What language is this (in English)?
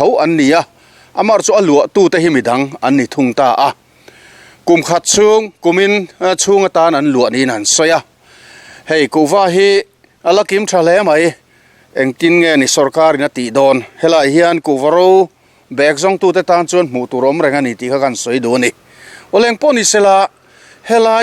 Mizo